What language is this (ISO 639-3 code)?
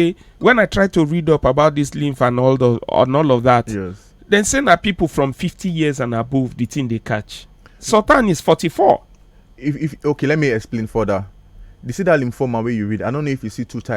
pcm